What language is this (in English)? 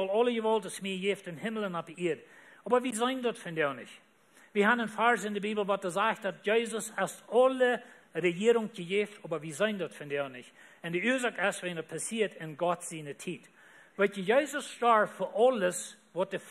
Plautdietsch